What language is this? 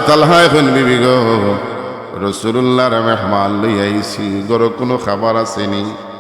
Sylheti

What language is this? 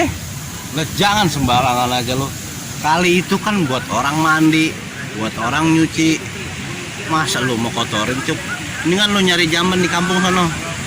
Betawi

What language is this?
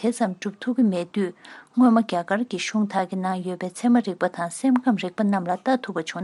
Tibetan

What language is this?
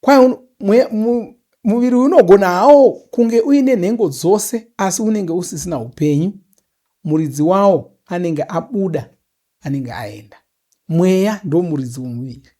Shona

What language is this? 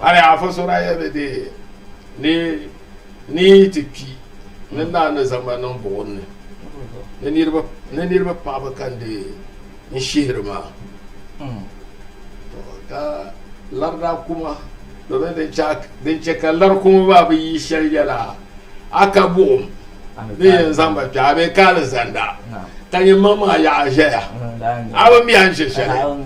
Dagbani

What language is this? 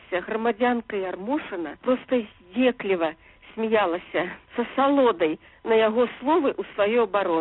Belarusian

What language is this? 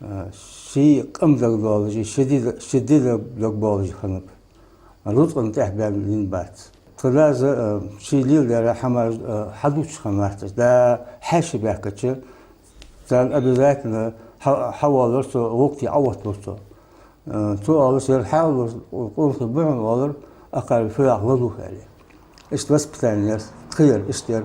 Ingush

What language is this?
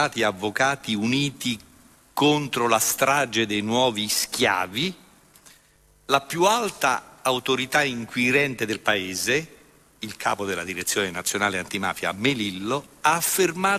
Italian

